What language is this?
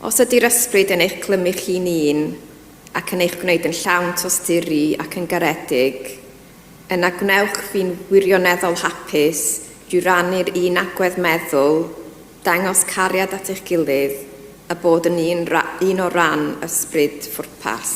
Welsh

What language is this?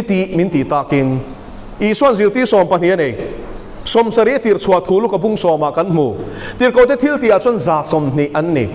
Mizo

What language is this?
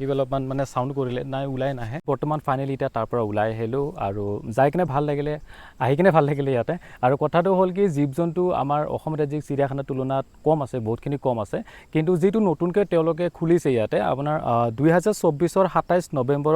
Assamese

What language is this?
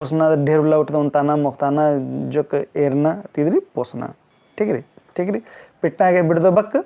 Kurukh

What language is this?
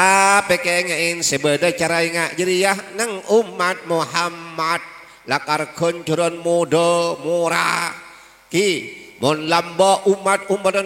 Madurese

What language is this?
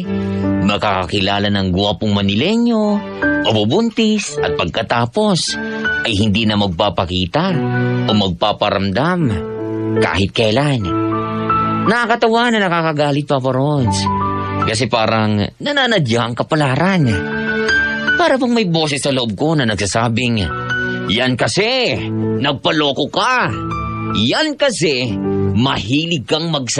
Filipino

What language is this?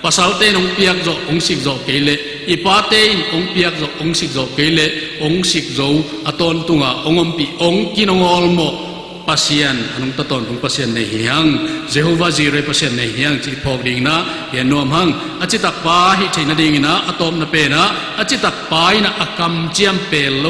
Tedim Chin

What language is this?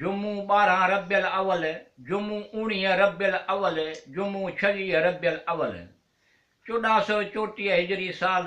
Sindhi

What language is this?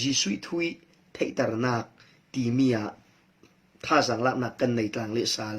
Falam Chin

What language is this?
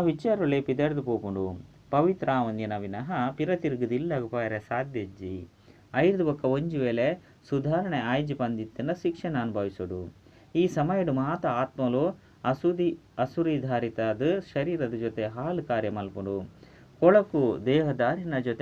Tulu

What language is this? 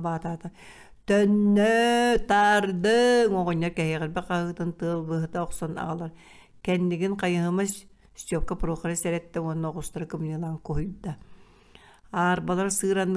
Yakut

